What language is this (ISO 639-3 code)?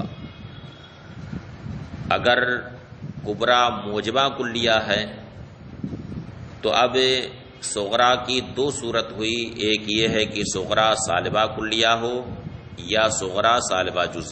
urd